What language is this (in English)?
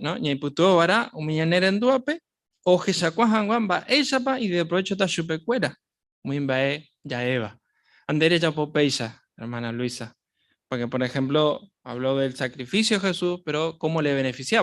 Guarani